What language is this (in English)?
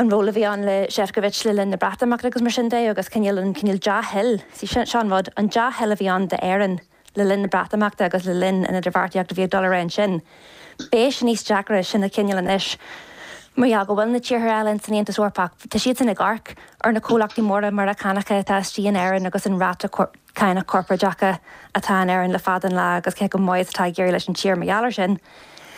Irish